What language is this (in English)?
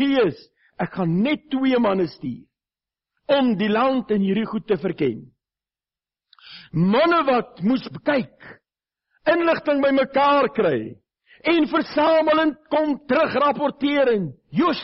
Afrikaans